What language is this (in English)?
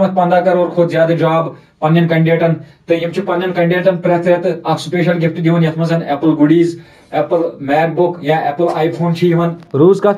Kashmiri